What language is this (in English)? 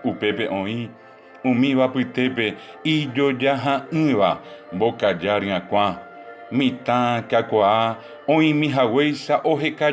Guarani